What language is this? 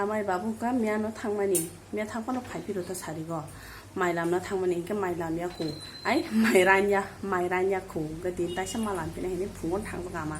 Kok Borok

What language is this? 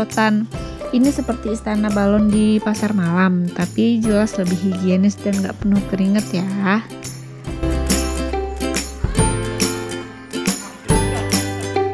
Indonesian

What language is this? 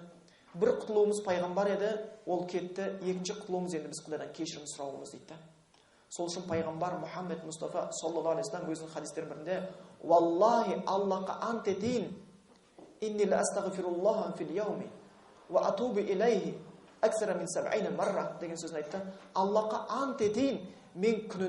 Kazakh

